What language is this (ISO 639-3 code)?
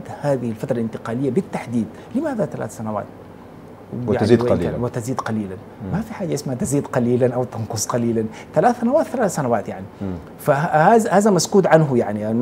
ara